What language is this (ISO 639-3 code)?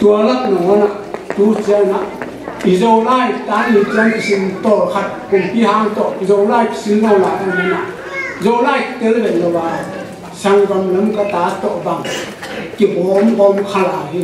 ctd